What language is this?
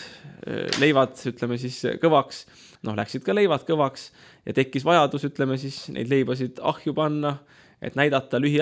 Estonian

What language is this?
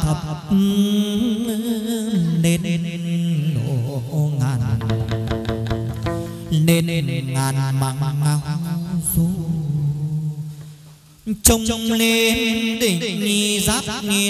Vietnamese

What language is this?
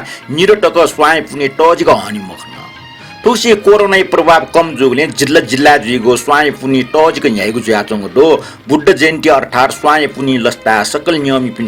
Newari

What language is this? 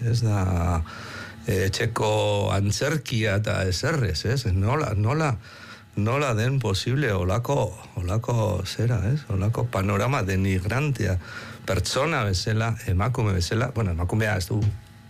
Basque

